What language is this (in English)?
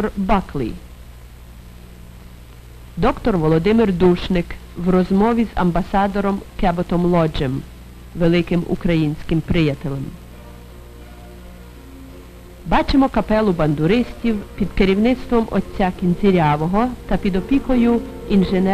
Ukrainian